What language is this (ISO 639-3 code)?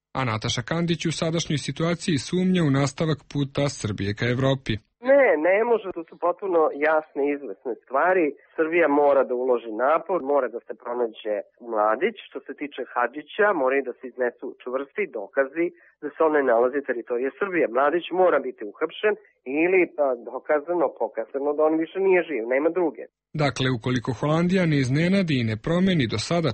srp